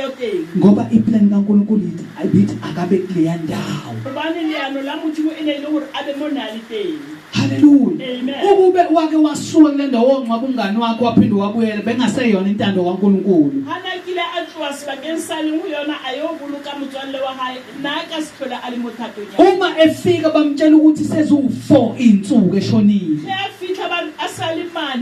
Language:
Zulu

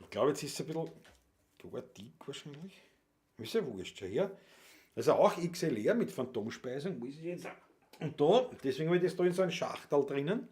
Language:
Bavarian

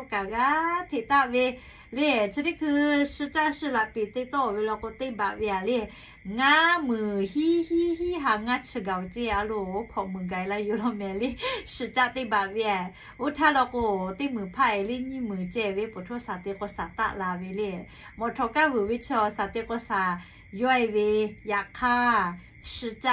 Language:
Lahu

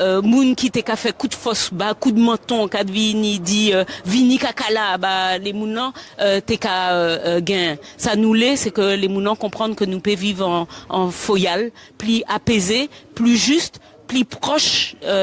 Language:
Guadeloupean Creole French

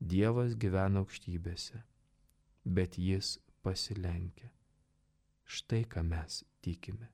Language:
Lithuanian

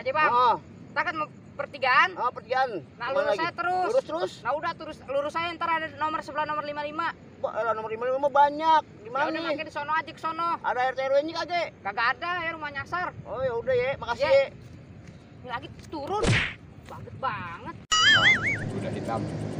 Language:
Betawi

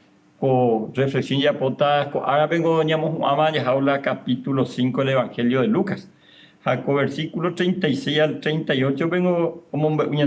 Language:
Guarani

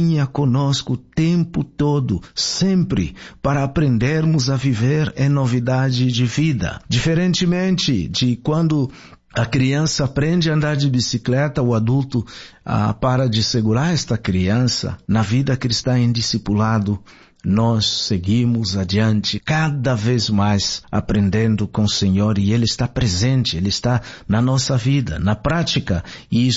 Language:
Portuguese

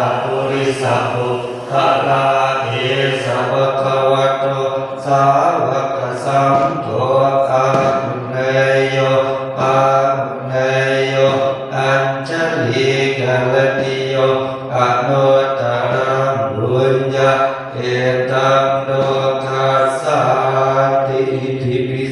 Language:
Pali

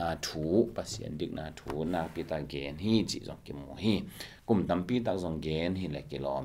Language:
Tedim Chin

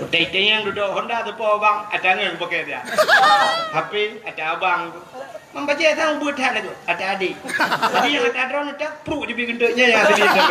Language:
Achinese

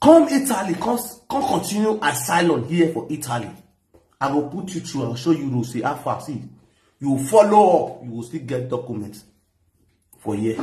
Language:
Nigerian Pidgin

